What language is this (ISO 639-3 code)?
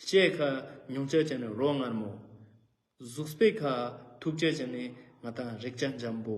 lbj